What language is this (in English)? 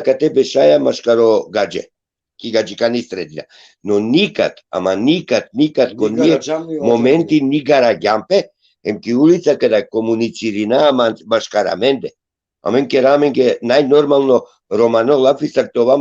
Balkan Romani